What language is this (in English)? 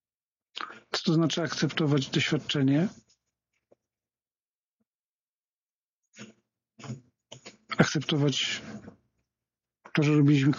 Polish